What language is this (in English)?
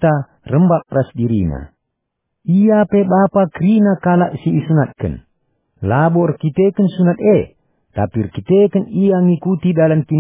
Batak Karo